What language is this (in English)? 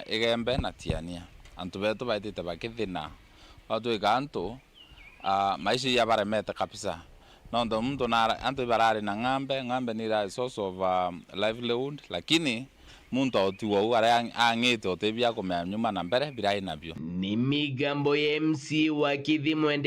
Meru